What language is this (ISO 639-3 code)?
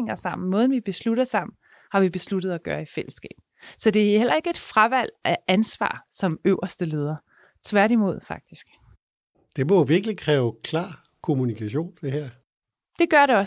dan